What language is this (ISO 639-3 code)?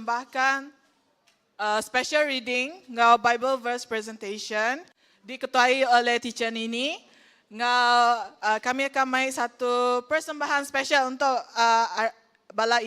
iba